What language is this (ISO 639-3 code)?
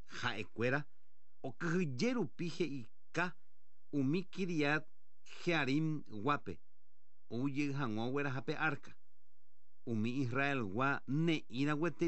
grn